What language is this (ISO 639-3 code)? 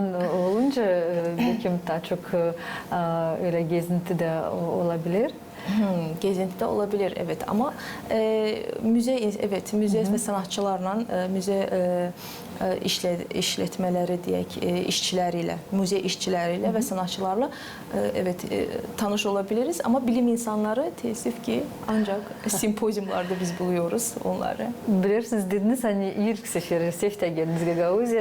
gag